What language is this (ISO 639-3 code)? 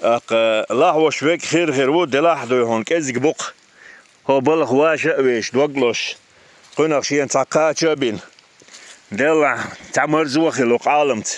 che